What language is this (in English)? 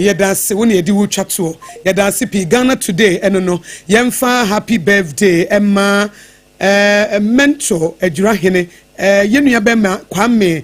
Akan